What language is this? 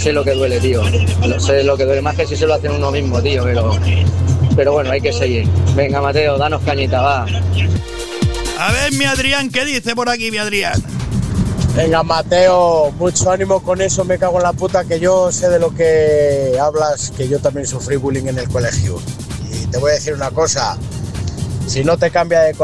Spanish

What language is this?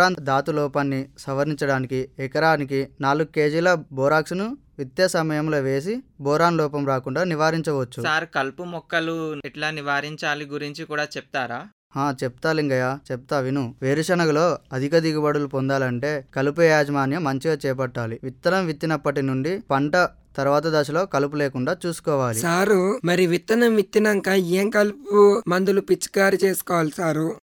Telugu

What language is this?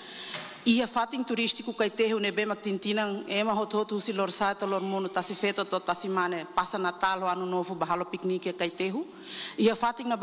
Tetum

